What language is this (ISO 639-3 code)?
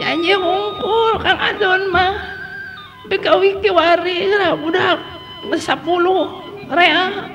sun